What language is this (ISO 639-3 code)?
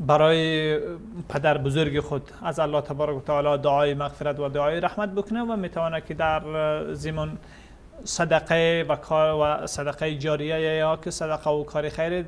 fas